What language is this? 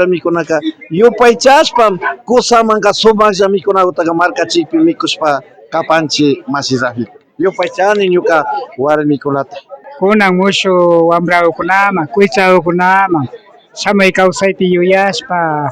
Imbabura Highland Quichua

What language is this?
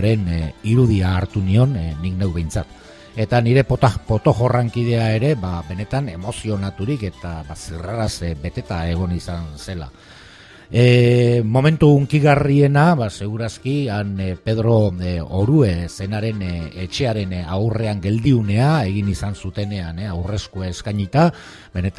Basque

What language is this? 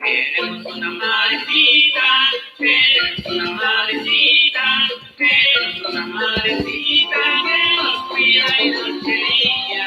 Kekchí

